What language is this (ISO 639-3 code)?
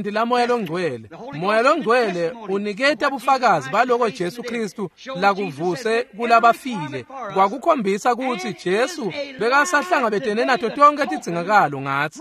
ssw